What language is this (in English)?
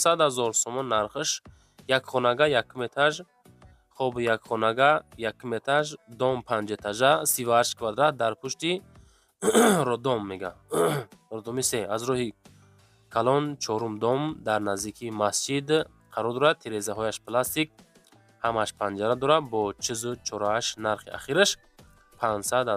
Tajik